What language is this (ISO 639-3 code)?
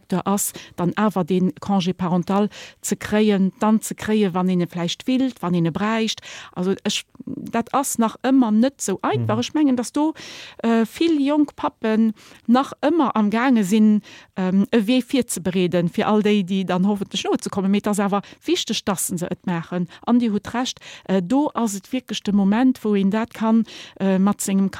ltz